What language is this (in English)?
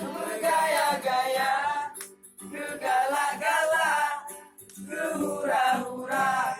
Achinese